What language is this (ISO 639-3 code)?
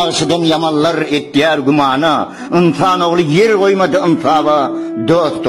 tuk